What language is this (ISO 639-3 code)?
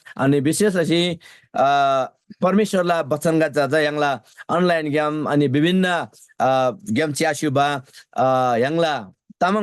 taj